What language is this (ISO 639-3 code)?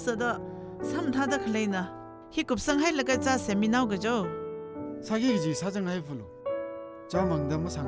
nmf